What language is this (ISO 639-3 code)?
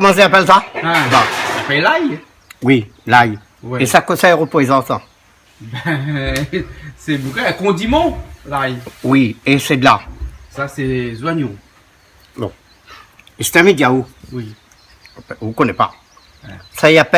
rcf